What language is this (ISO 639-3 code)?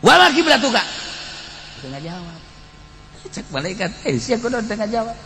sun